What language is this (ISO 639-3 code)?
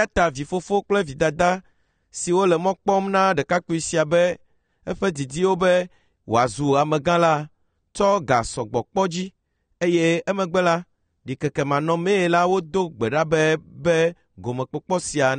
ewe